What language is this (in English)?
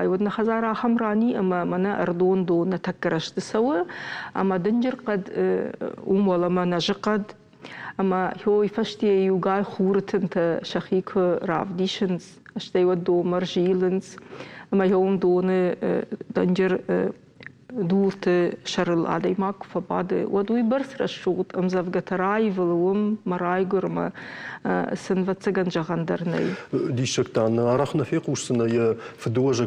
Ossetic